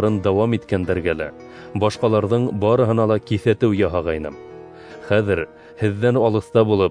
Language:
Bashkir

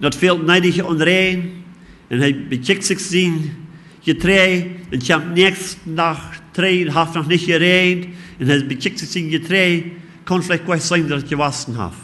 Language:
Plautdietsch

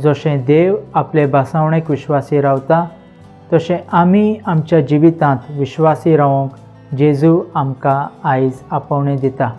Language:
Konkani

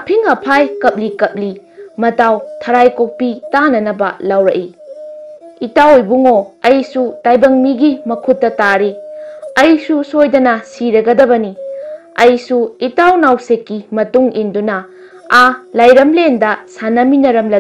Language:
Manipuri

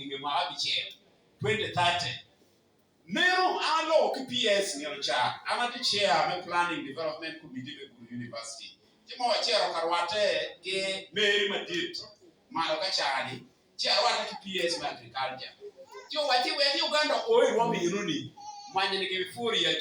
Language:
Acoli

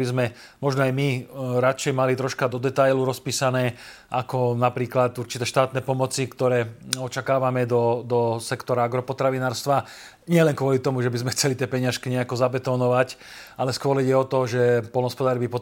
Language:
Slovak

